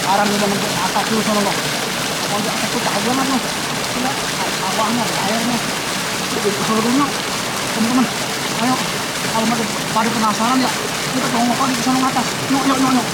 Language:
Betawi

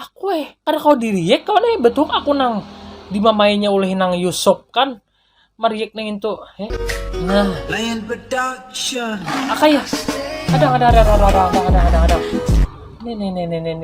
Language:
Banjar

